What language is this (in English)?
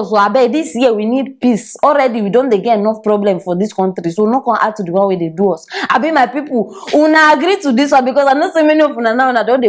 Nigerian Pidgin